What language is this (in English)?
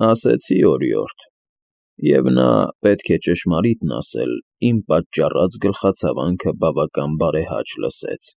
Armenian